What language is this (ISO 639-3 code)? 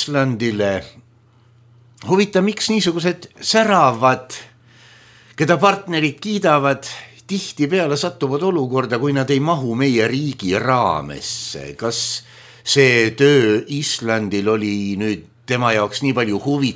est